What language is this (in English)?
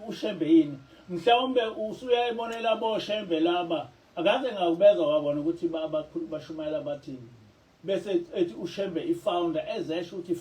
Zulu